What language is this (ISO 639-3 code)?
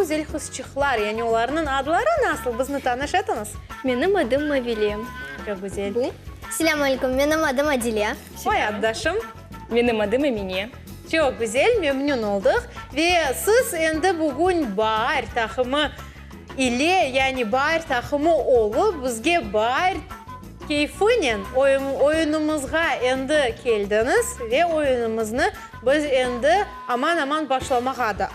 crh